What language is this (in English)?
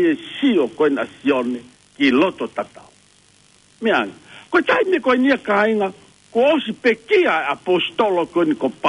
Tongan